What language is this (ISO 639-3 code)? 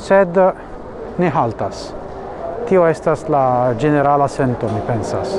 epo